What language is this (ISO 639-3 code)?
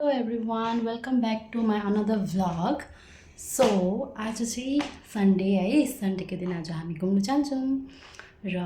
nep